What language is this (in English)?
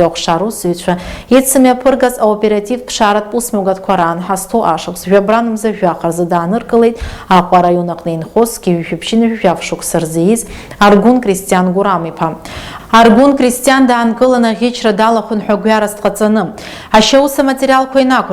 Abkhazian